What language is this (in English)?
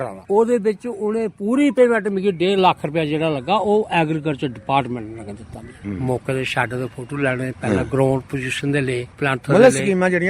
Dogri